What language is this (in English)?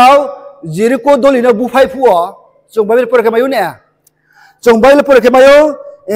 Riang (India)